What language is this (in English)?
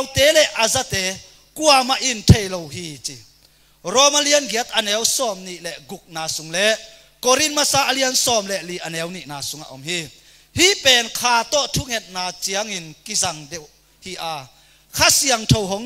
Tedim Chin